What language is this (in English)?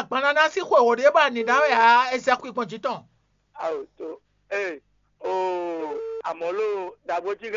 Fon